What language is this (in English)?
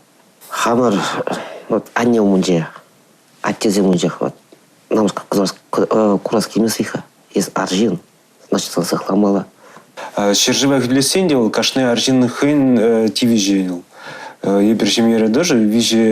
Chuvash